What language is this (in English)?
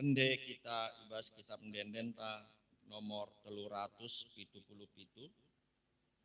Batak Karo